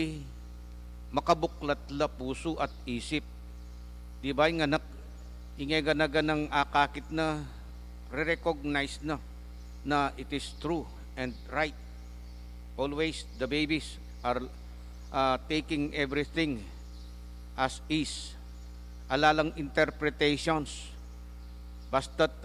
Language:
Pampanga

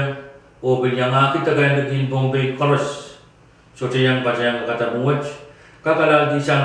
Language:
Pohnpeian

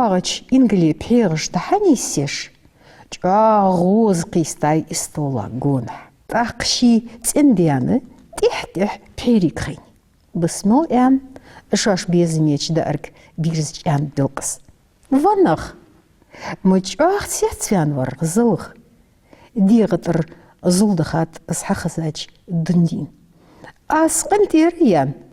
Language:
Ingush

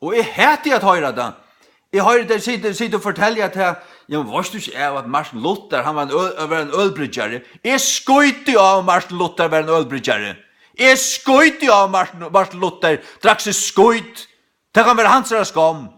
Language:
Faroese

